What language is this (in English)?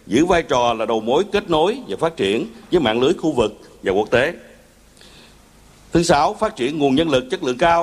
Vietnamese